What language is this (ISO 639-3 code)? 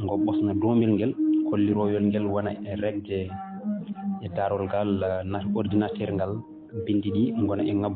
ful